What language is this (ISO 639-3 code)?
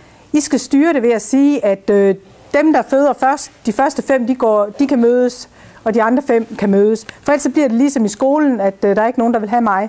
dan